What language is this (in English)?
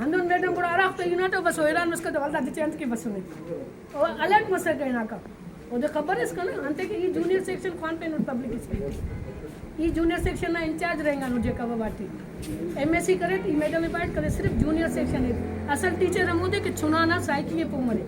Brahui